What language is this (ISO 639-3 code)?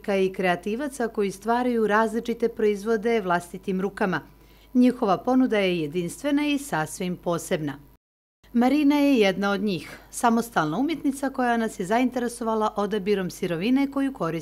srp